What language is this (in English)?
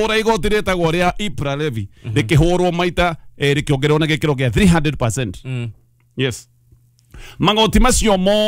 Kikuyu